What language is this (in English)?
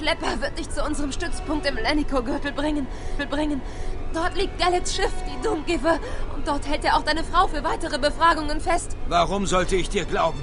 Bavarian